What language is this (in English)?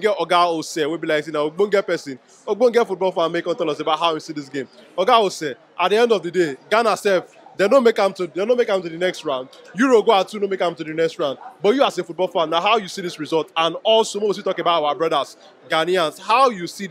Nigerian Pidgin